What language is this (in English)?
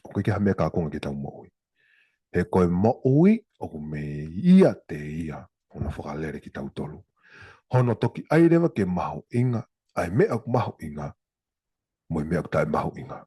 Tongan